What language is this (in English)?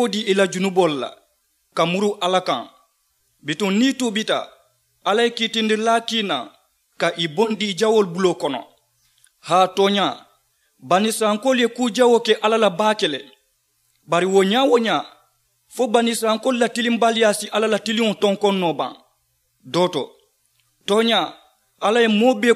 Mandingo